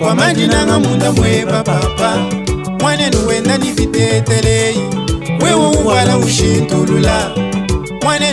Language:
Luba-Lulua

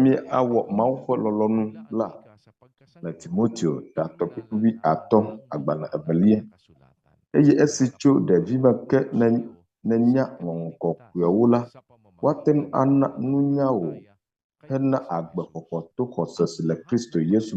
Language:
Ewe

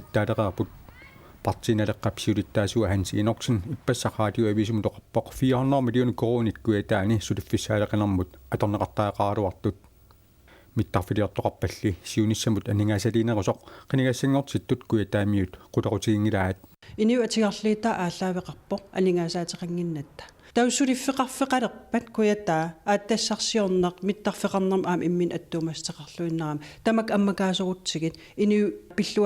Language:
Kalaallisut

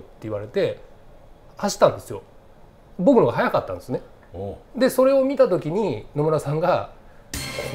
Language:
Japanese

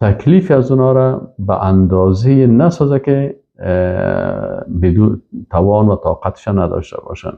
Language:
Persian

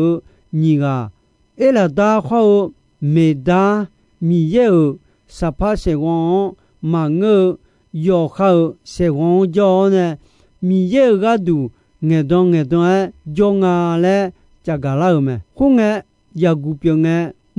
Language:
Akha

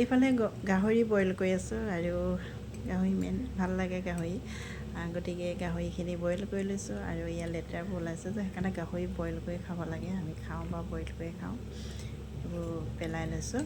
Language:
Assamese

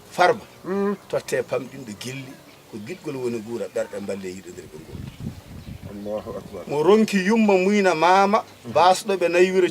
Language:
Fula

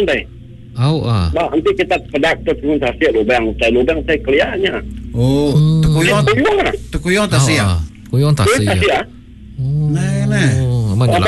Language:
Iban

